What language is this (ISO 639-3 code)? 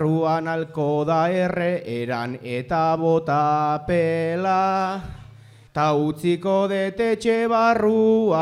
eus